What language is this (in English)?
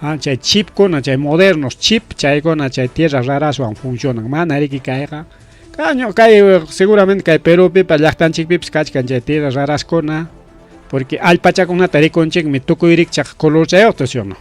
Ayacucho Quechua